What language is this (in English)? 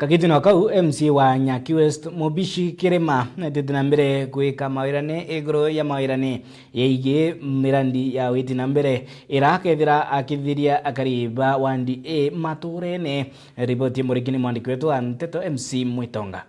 Meru